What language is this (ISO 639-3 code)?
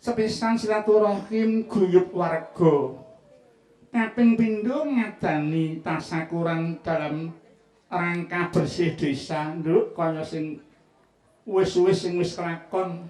jav